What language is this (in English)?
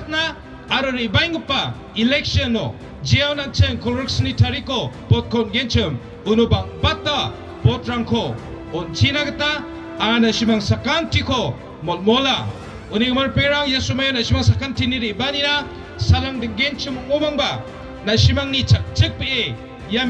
Garo